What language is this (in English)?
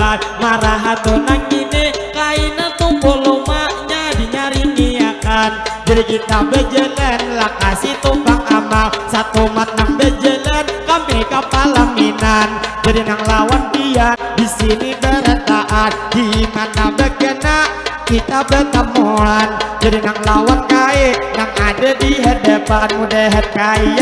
Banjar